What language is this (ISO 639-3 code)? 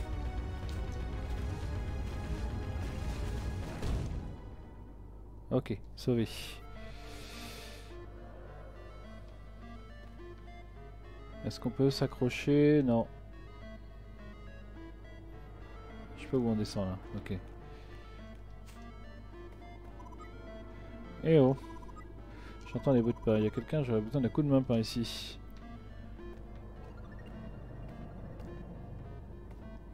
fra